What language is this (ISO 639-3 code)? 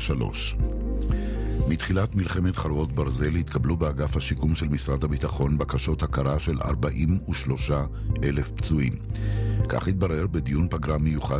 heb